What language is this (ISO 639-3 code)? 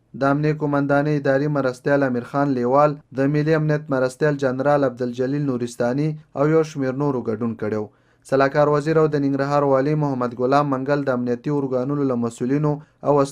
pus